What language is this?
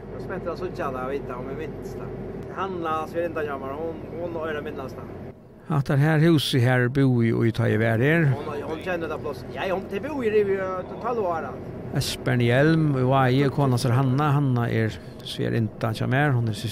Faroese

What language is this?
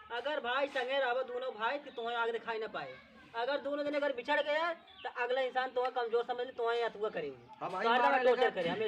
Awadhi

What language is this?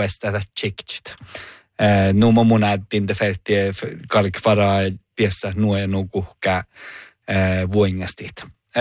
Northern Sami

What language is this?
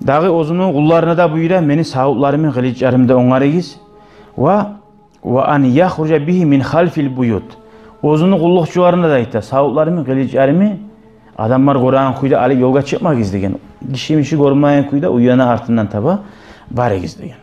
Kumyk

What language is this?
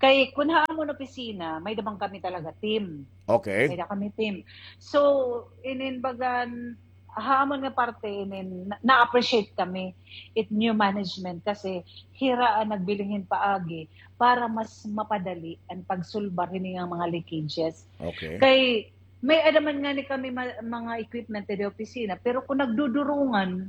Waray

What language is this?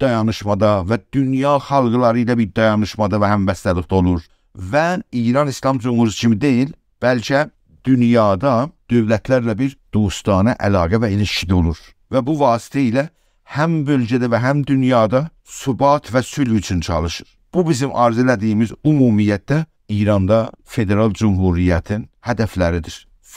South Azerbaijani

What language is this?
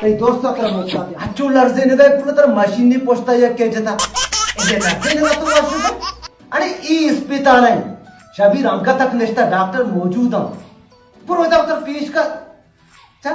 Baluchi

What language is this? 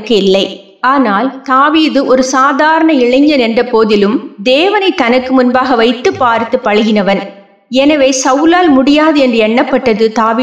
Tamil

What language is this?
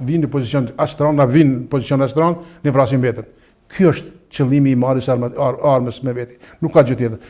Albanian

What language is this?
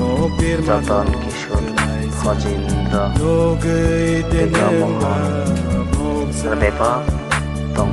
Kok Borok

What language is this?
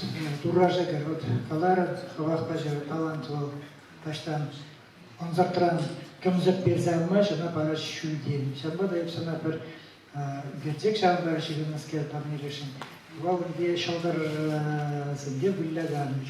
Chuvash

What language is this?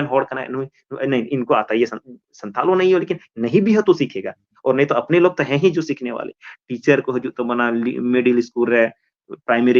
Santali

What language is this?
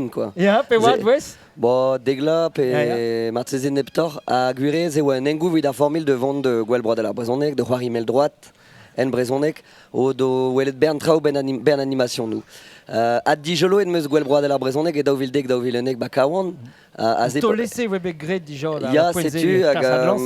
Breton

